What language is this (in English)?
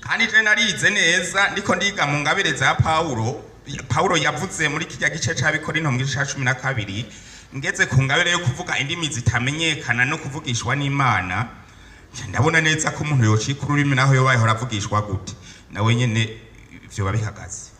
Rundi